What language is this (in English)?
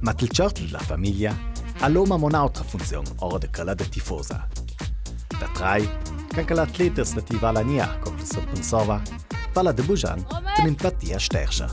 Ladin